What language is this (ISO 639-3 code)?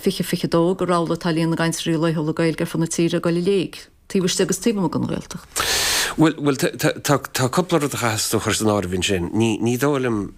gle